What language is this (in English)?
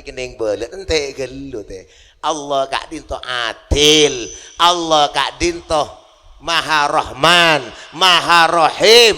Madurese